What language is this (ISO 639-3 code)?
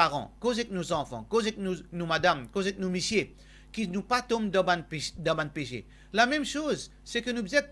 mfe